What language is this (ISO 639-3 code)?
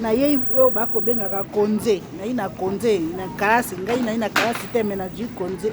lin